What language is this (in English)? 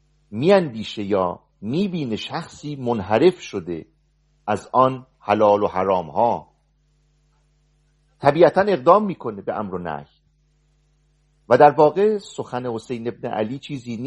Persian